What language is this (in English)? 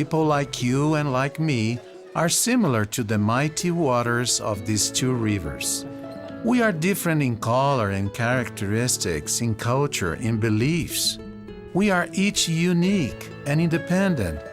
Tahitian